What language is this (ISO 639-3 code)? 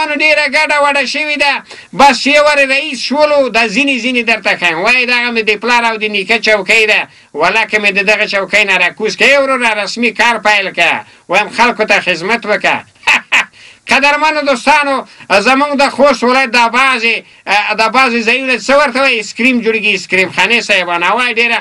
pus